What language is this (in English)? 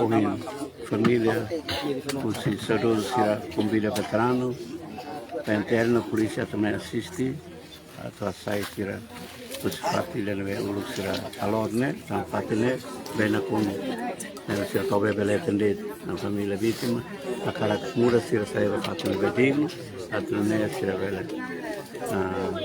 Tetum